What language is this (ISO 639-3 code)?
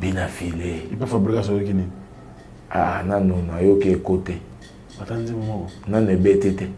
lin